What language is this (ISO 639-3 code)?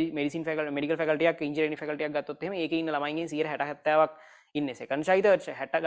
sin